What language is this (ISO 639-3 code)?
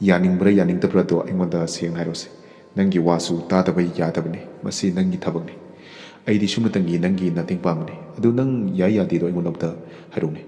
mni